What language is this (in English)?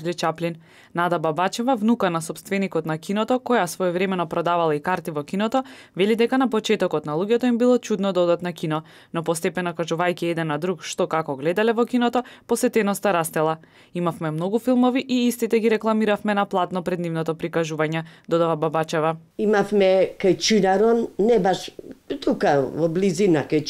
Macedonian